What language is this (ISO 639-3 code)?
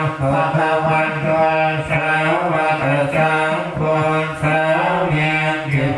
pli